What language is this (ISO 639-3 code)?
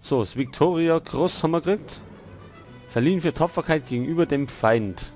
bar